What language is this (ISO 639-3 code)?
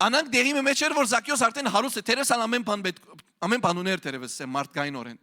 hyw